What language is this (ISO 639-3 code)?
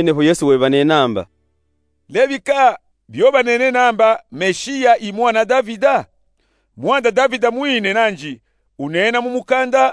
lub